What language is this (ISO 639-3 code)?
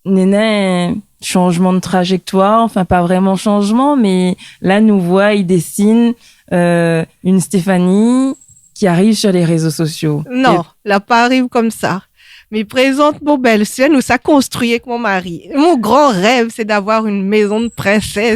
rcf